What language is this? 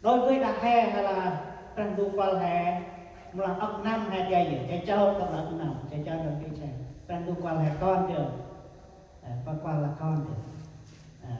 Central Mnong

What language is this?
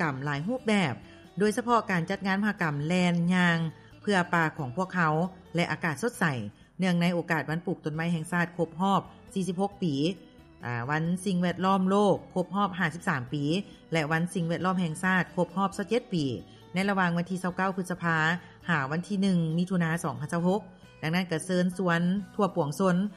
Lao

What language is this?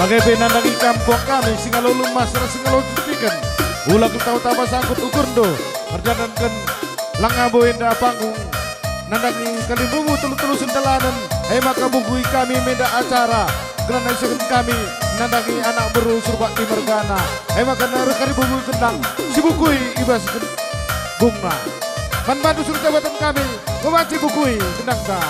Batak Karo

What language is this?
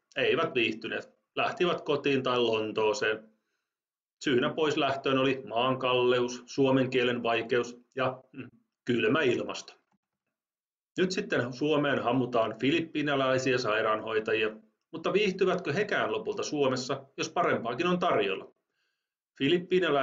Finnish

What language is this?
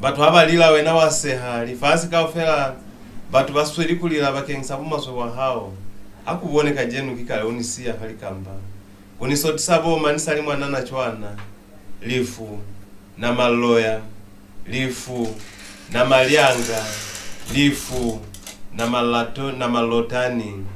Lozi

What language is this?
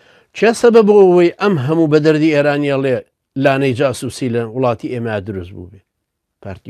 Central Kurdish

